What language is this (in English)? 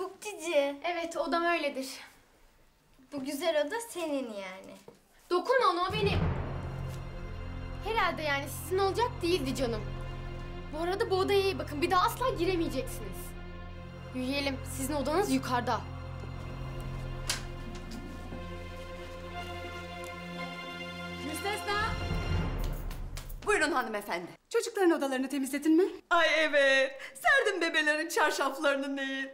Turkish